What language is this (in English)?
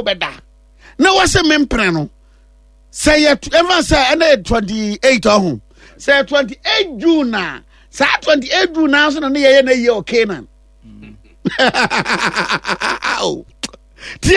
Akan